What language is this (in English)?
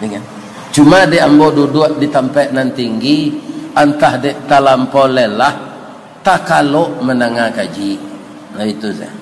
Minangkabau